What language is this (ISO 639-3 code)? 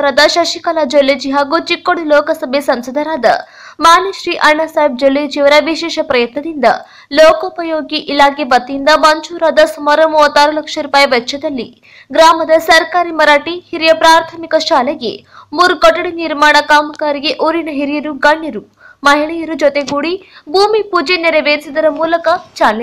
kan